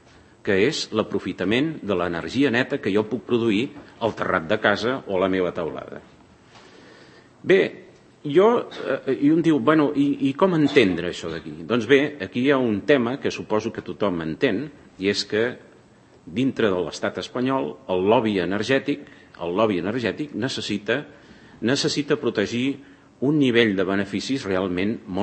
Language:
Catalan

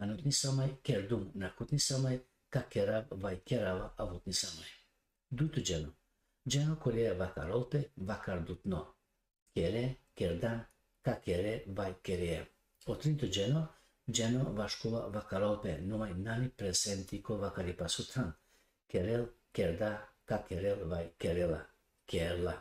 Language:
Balkan Romani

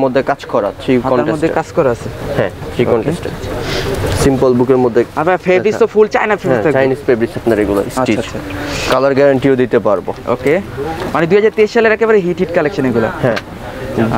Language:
Bangla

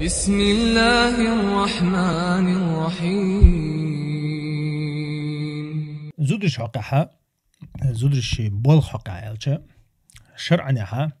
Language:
Chechen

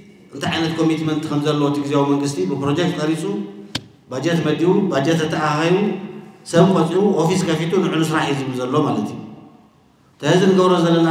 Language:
Tigrinya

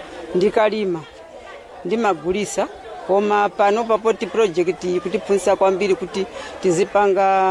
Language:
Nyanja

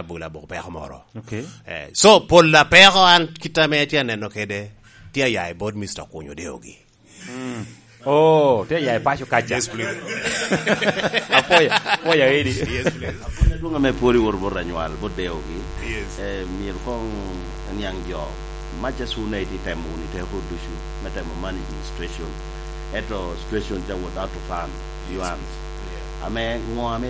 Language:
Lango (Uganda)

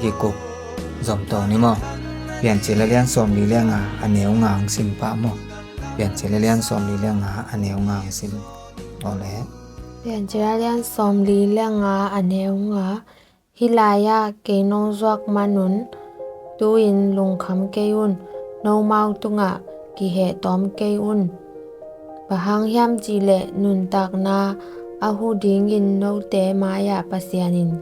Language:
Tedim Chin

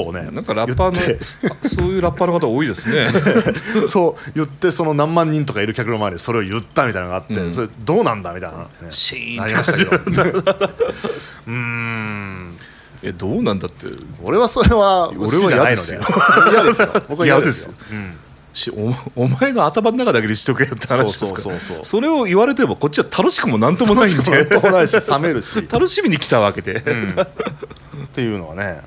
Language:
Japanese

